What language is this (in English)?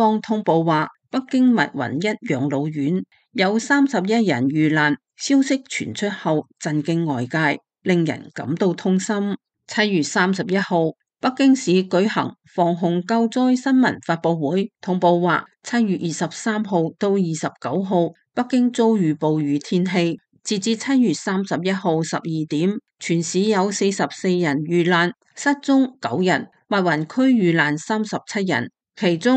Cantonese